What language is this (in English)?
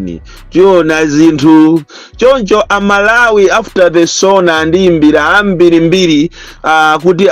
Nyanja